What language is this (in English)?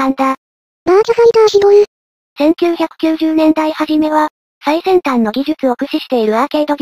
Japanese